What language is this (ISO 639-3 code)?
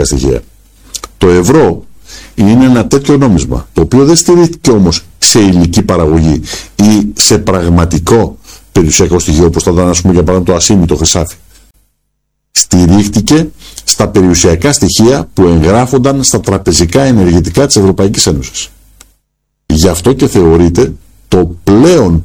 ell